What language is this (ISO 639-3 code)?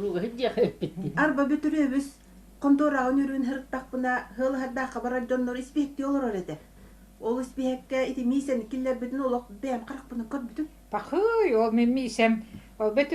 sah